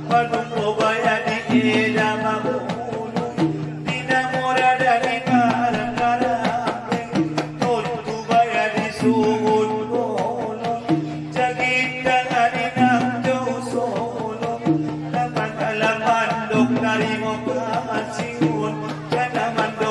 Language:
Batak Angkola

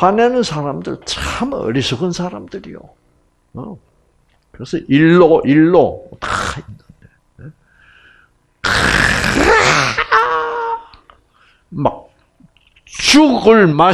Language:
Korean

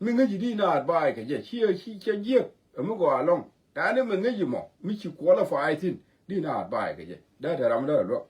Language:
Nuer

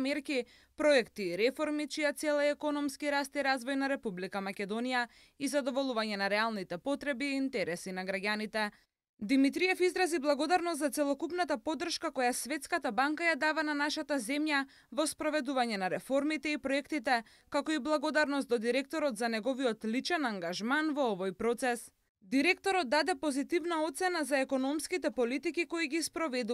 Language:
Macedonian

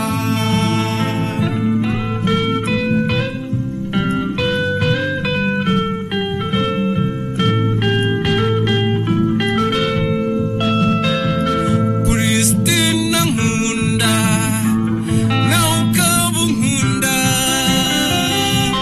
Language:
Kinyarwanda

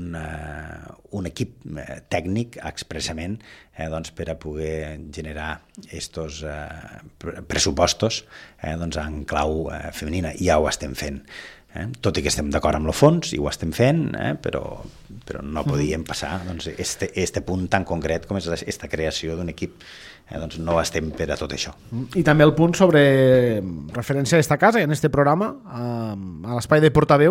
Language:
Catalan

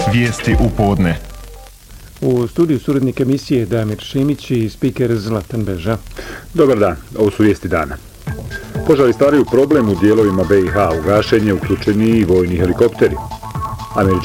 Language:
Bosnian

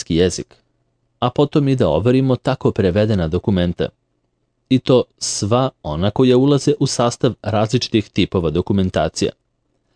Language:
Serbian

